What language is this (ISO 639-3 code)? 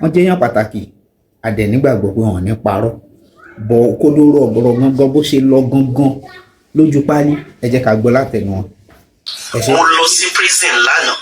yor